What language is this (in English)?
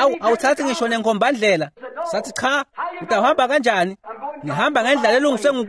Swati